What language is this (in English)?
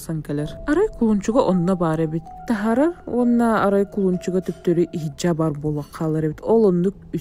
Yakut